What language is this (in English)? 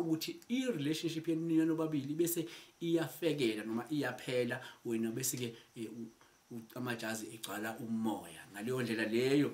Zulu